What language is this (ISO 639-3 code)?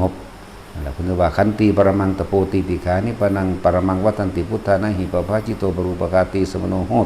tts